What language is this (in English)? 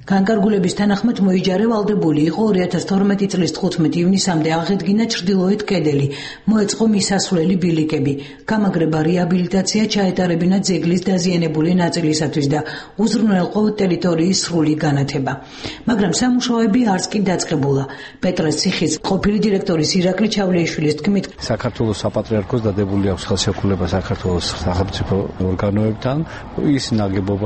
Georgian